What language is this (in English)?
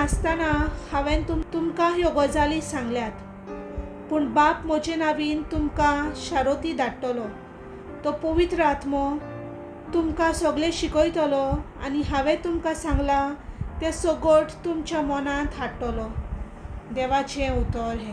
Konkani